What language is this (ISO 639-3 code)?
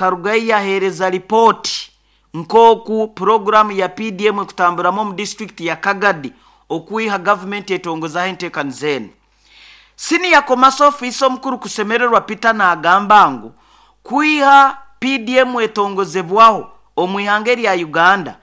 nyo